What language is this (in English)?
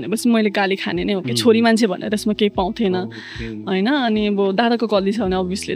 Nepali